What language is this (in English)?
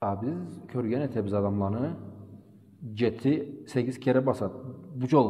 Karachay-Balkar